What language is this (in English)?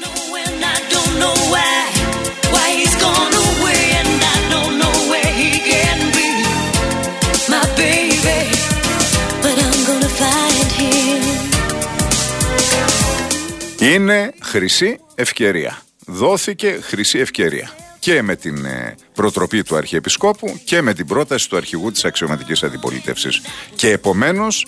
Greek